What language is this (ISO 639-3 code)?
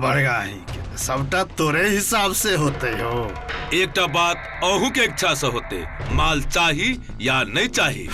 mai